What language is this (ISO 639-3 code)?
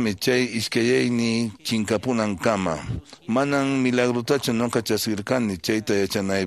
que